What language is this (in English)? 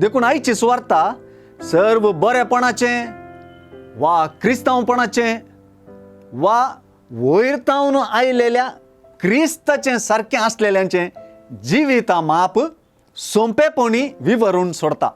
Konkani